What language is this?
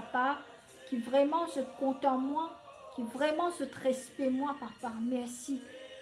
Morisyen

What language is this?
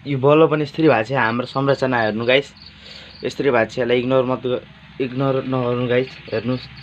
Nepali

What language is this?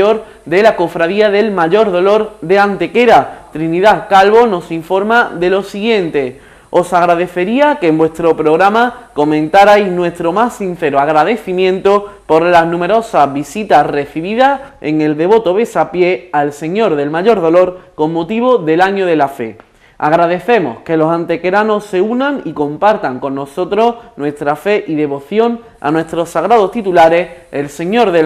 Spanish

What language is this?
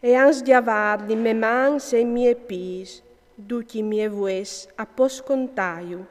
Friulian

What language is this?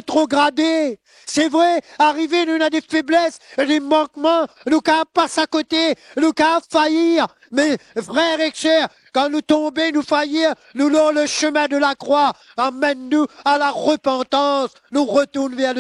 Morisyen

